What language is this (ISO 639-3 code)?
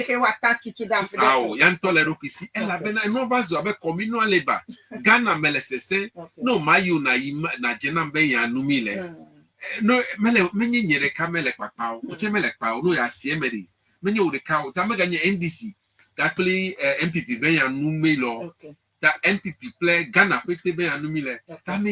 ewe